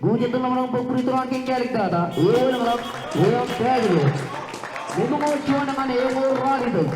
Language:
Marshallese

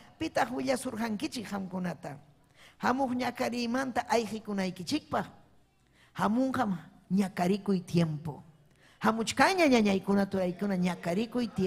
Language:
Ayacucho Quechua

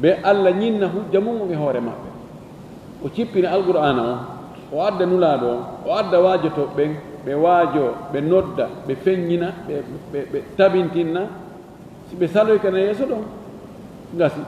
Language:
Fula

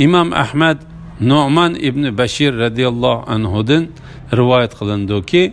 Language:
Uyghur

